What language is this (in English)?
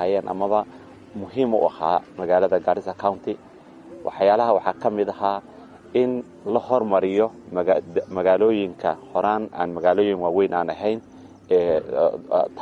Somali